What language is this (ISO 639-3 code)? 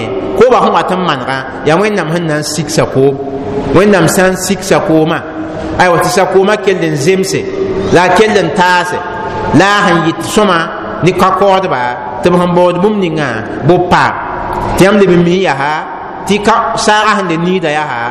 mos